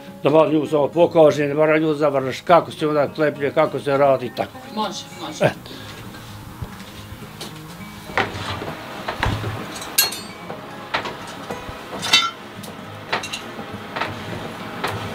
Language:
Bosnian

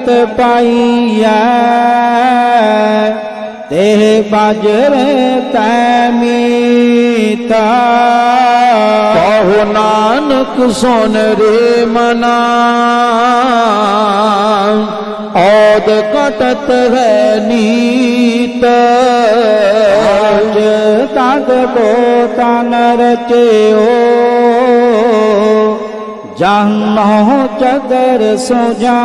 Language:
Punjabi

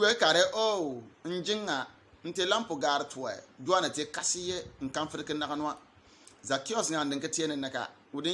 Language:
Bimoba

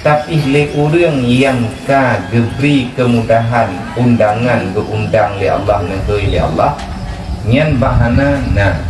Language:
Achinese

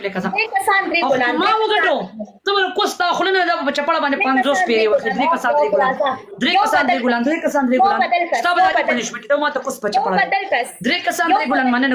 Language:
Pashto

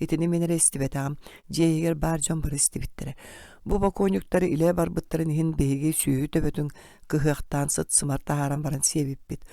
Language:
Yakut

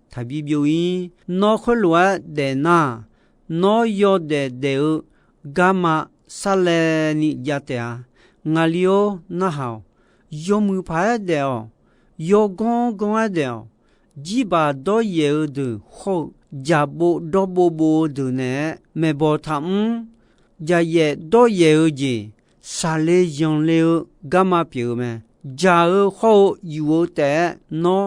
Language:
Akha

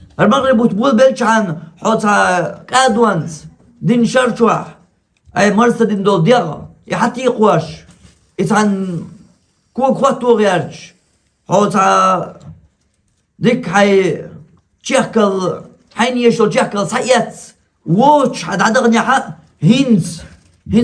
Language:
Chechen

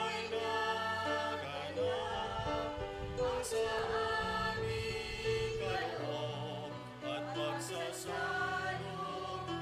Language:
Bikol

